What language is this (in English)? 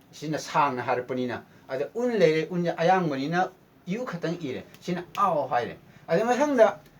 Manipuri